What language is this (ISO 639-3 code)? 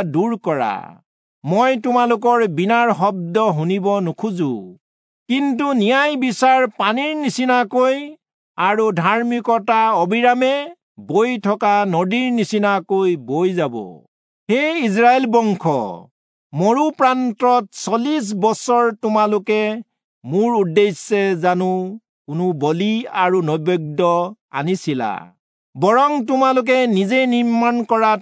asm